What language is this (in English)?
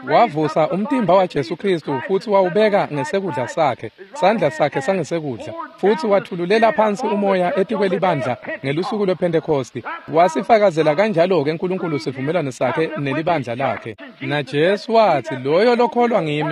Swati